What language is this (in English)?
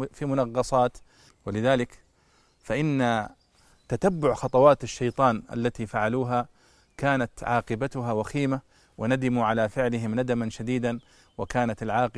Arabic